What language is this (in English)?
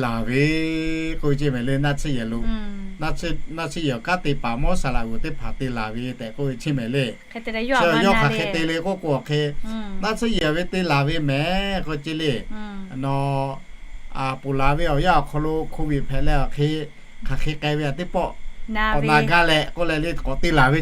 Lahu